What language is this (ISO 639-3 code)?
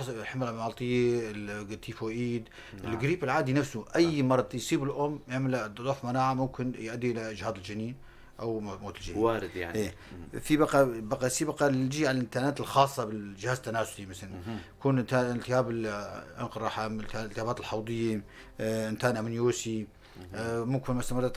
apc